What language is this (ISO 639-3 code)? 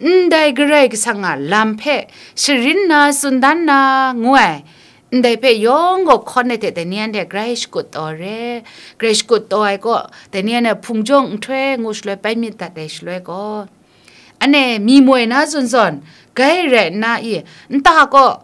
kac